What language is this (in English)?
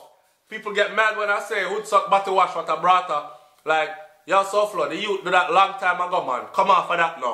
Jamaican Creole English